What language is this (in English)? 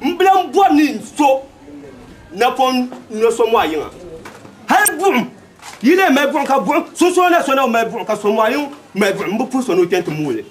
Dagbani